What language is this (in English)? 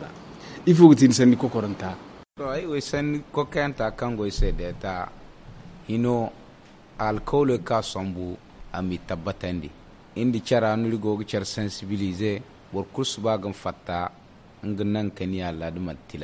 Zarma